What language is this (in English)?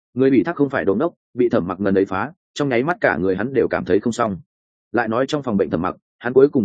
Vietnamese